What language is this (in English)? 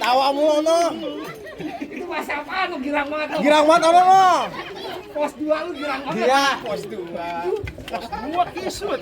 Betawi